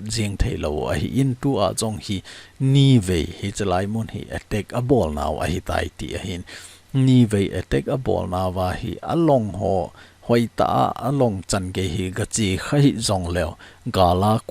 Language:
Thado Chin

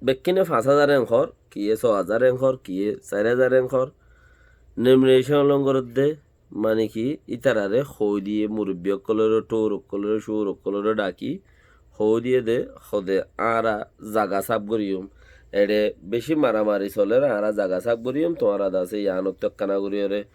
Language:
Rohingya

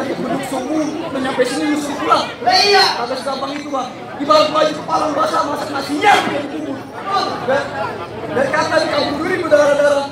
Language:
Betawi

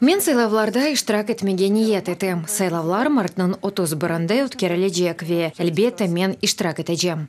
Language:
Crimean Tatar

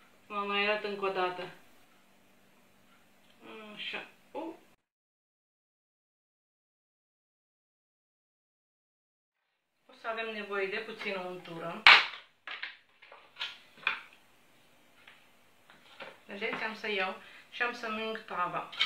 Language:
Romanian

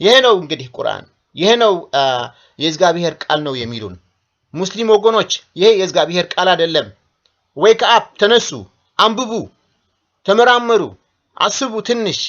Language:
Amharic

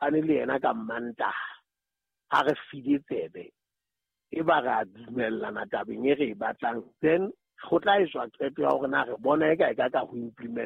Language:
Southern Sotho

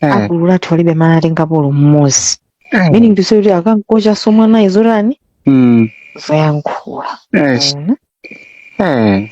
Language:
Nyanja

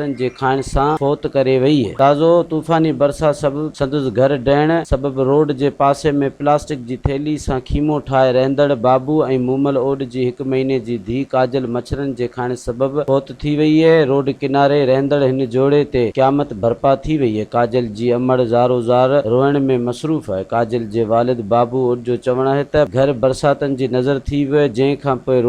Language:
Sindhi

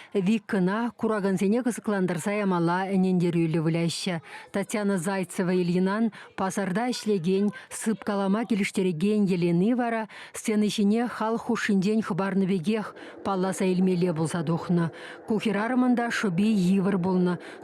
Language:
Chuvash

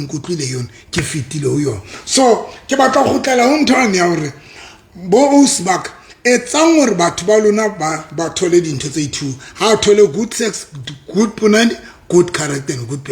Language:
Southern Sotho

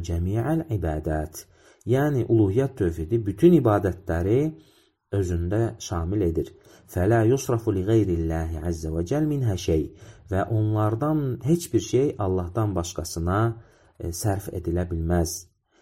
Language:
Azerbaijani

